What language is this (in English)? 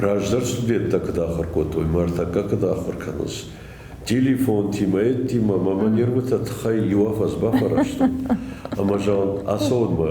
Ossetic